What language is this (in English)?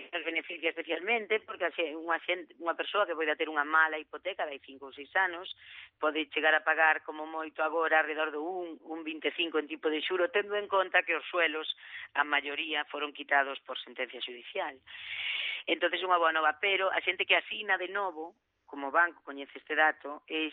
Galician